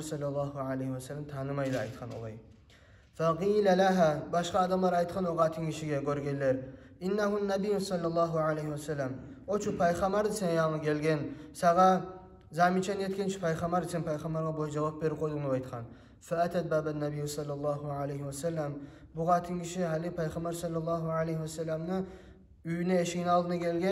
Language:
Kumyk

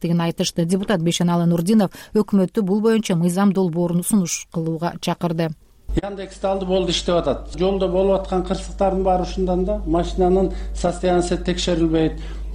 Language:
Kyrgyz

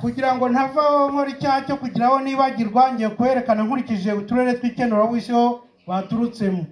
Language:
Kinyarwanda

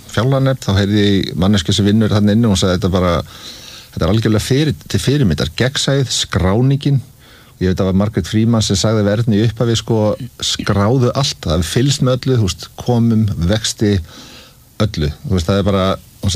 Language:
Icelandic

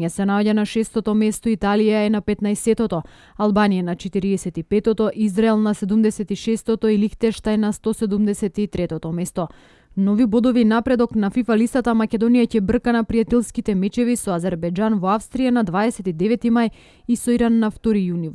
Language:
Macedonian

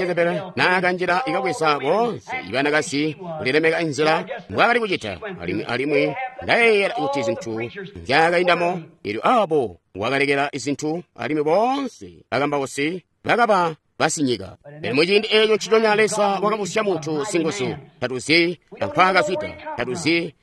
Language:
Tonga (Zambia)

